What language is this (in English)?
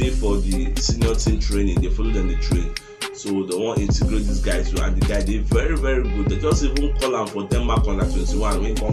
Nigerian Pidgin